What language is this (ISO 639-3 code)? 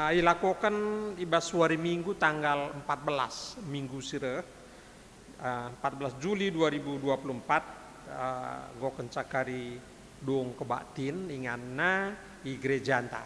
btx